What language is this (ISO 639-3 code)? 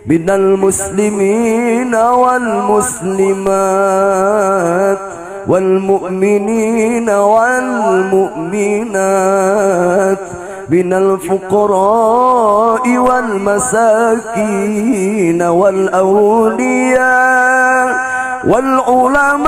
ara